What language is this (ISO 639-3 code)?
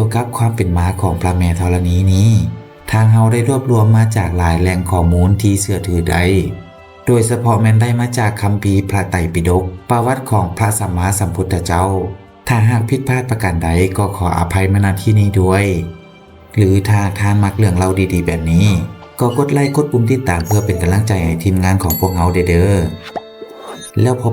lao